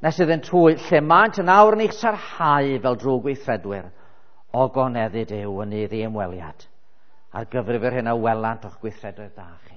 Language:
Welsh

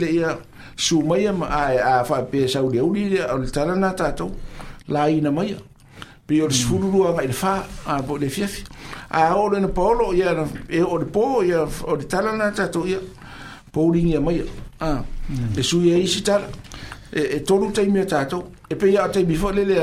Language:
Samoan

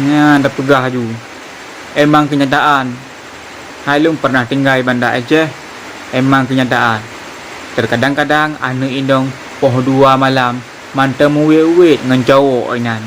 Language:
Achinese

